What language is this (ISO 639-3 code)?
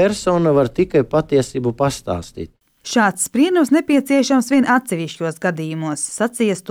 lav